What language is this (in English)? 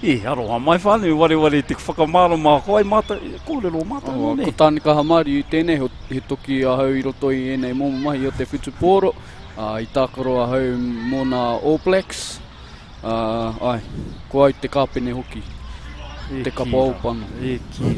Māori